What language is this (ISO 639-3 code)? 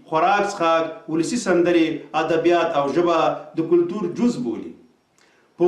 pus